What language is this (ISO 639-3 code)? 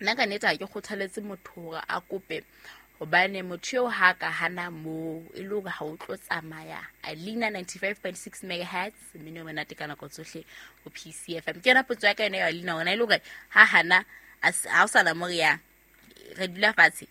sot